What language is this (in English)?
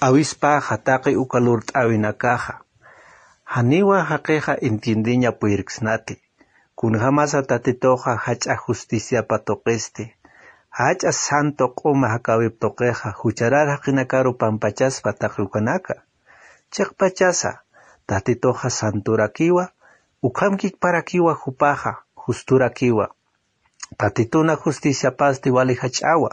Aymara